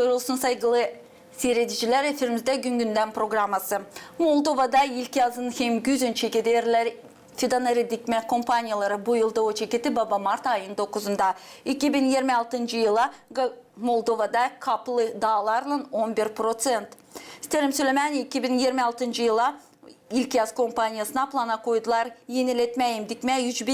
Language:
Gagauz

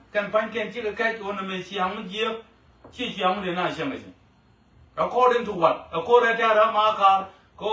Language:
Nuer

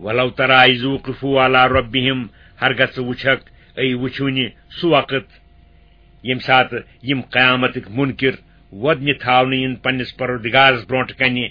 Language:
Kashmiri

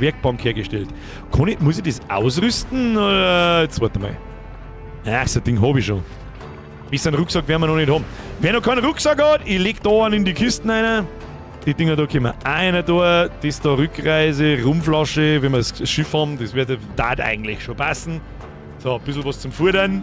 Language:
Bavarian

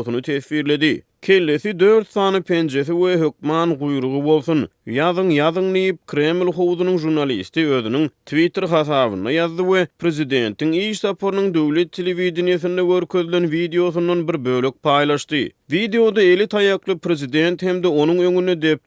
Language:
Turkmen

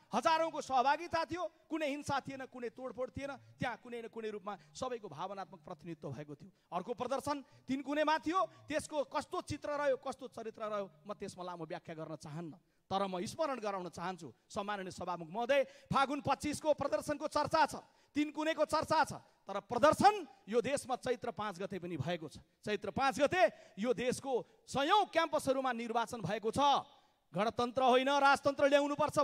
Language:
Nepali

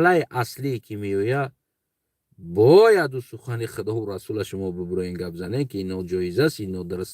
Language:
Tajik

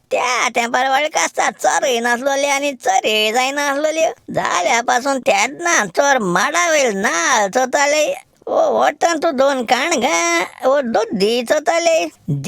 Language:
Konkani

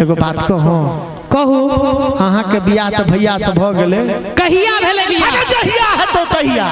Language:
Maithili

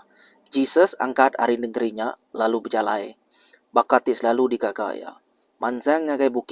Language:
Iban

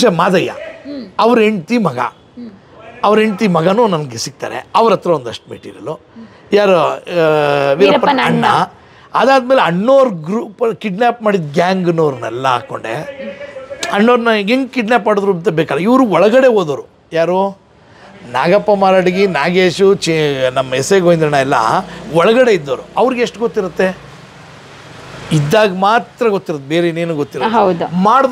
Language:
Kannada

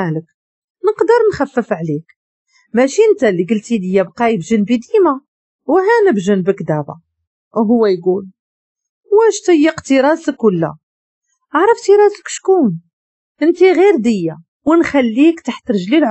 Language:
Moroccan Arabic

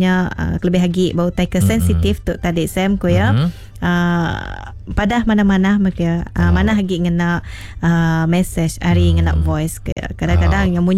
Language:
Iban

